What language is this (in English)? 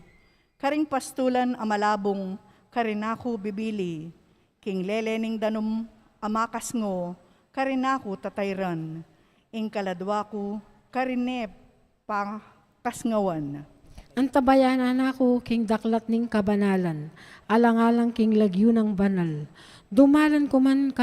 Pampanga